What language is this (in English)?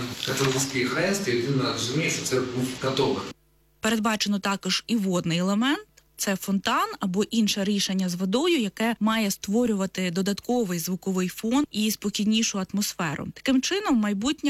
Ukrainian